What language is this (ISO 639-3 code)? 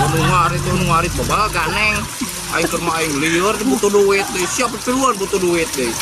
sun